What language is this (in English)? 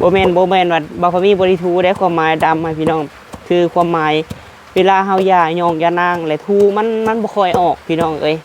Lao